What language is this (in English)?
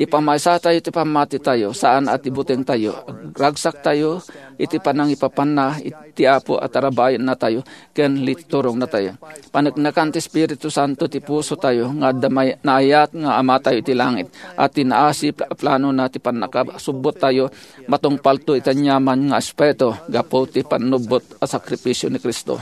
Iloko